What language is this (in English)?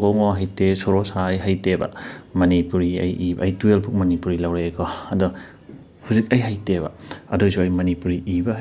Manipuri